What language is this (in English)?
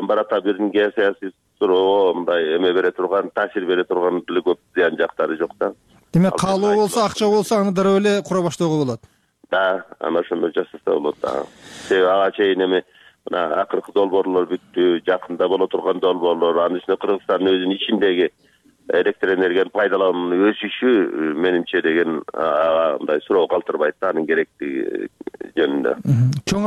Kyrgyz